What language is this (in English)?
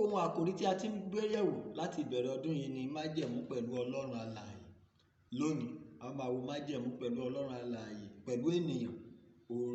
Yoruba